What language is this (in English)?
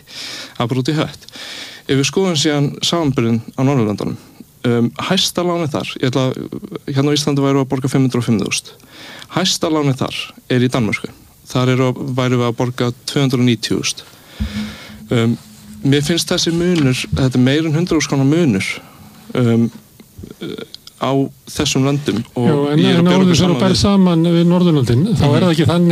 Icelandic